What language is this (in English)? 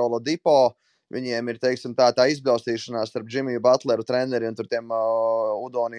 Latvian